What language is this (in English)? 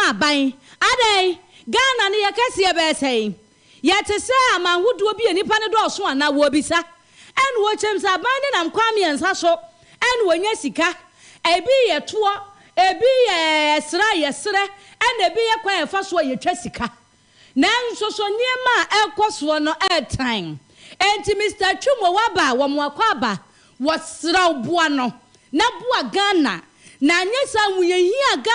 Akan